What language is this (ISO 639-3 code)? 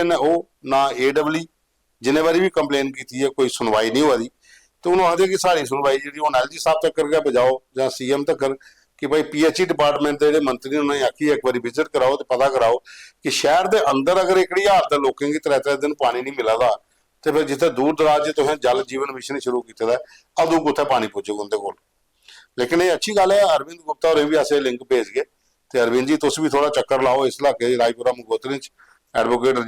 doi